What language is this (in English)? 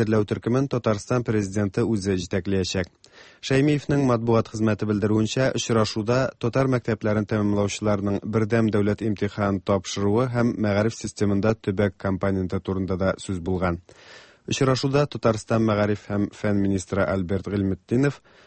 Tatar